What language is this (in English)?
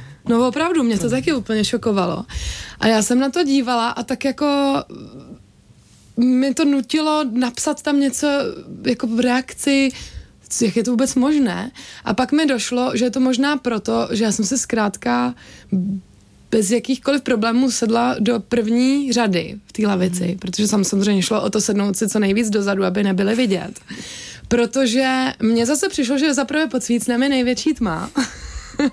Czech